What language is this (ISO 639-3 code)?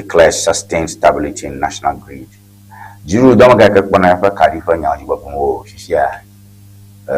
ewe